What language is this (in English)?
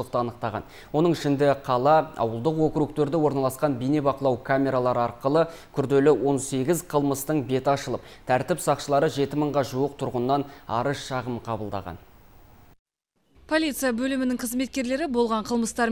Kazakh